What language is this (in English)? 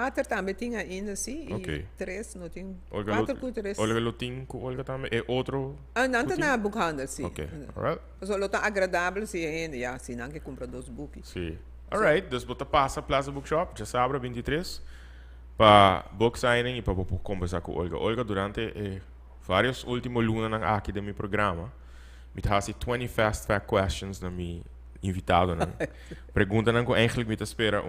Papiamento